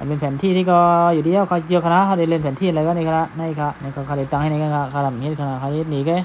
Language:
Shan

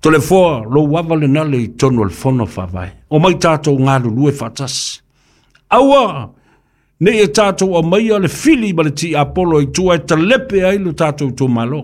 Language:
Samoan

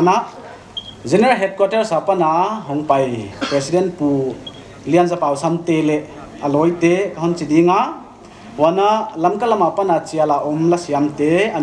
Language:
Paite Chin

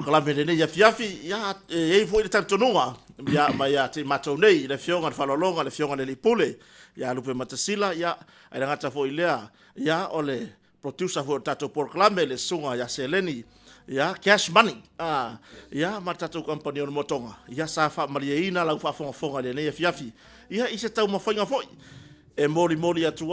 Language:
Samoan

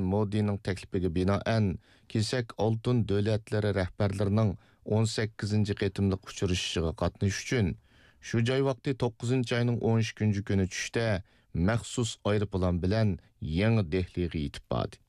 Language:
Uyghur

